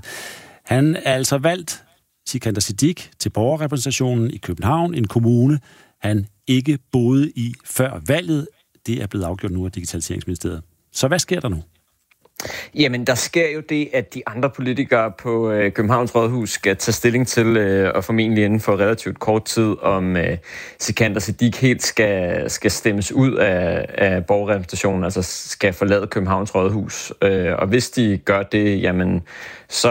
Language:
Danish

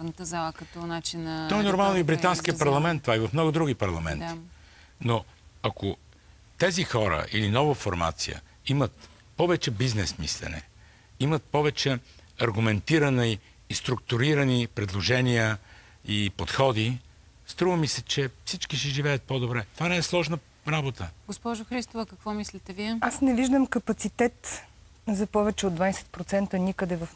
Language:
Bulgarian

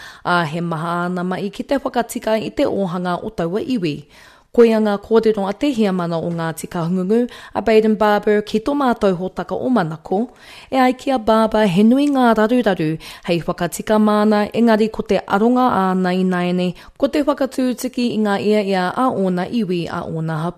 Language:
Māori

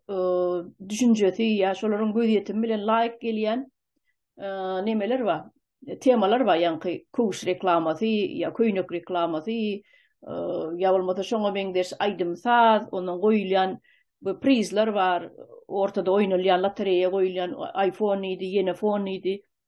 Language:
Turkmen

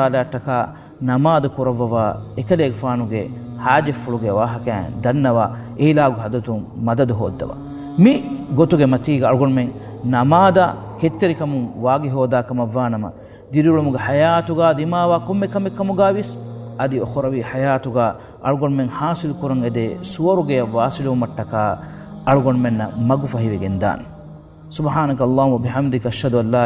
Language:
Divehi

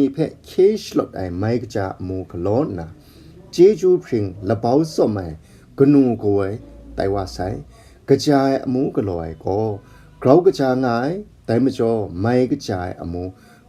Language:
Kachin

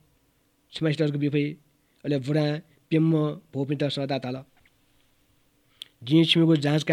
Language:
Newari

